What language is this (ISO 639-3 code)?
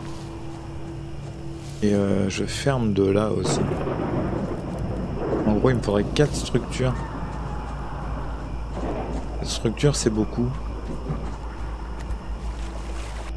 fra